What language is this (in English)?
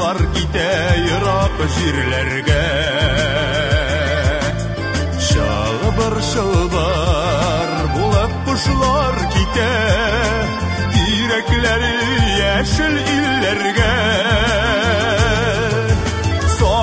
Tatar